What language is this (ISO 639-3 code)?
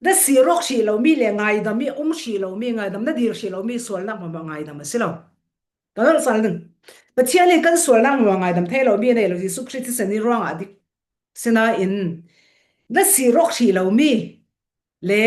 cfm